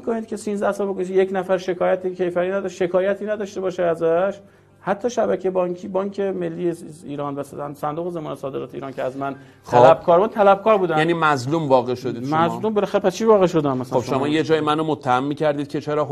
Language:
Persian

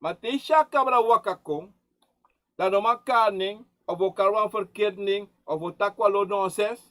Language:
Sranan Tongo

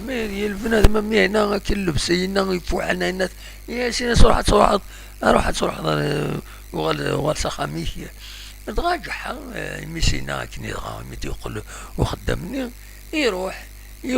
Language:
Kabyle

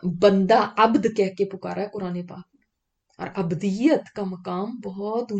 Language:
Urdu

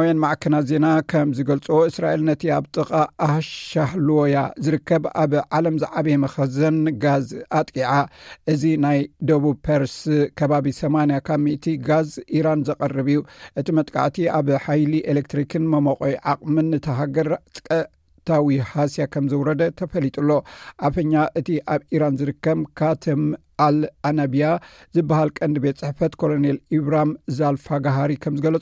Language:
Tigrinya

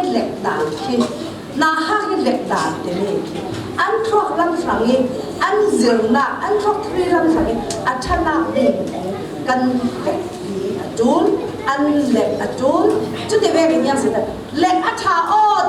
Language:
Falam Chin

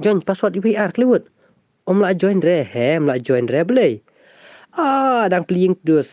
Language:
Khasi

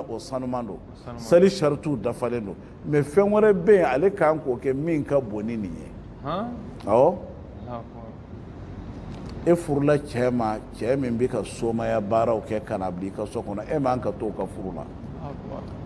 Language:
Bambara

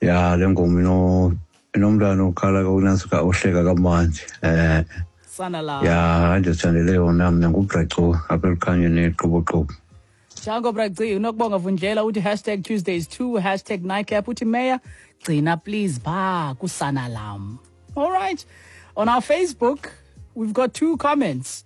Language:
Xhosa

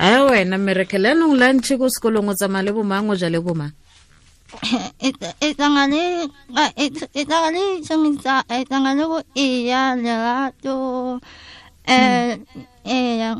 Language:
Tswana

